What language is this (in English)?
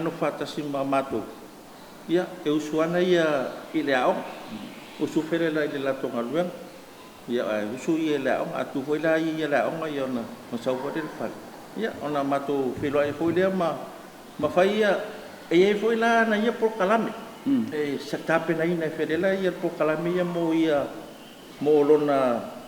Samoan